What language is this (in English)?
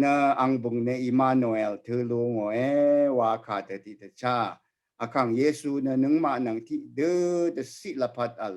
Rawang